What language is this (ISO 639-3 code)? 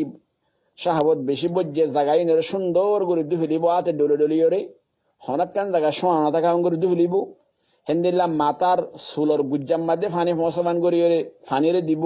rhg